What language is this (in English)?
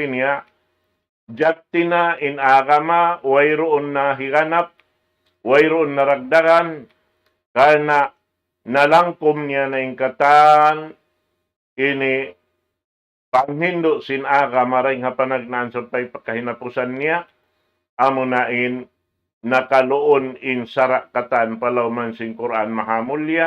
Tausug